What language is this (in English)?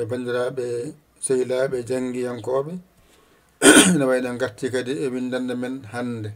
Fula